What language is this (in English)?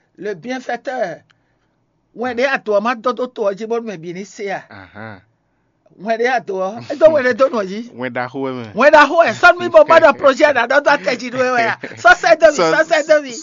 Fon